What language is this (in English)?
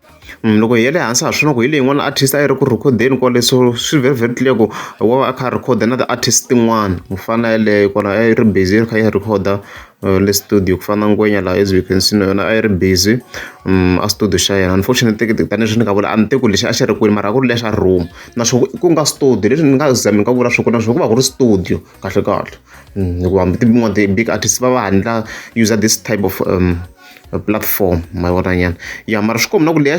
Tsonga